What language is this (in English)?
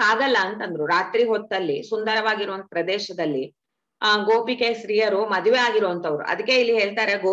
Kannada